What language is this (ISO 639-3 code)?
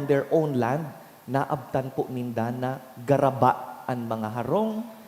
bik